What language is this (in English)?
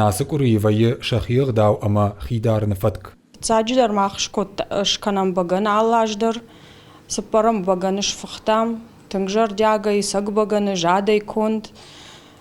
Ossetic